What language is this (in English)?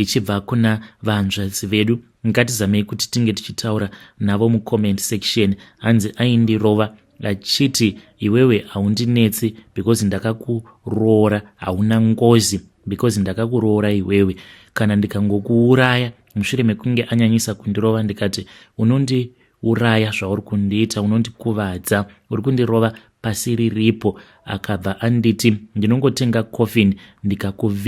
Shona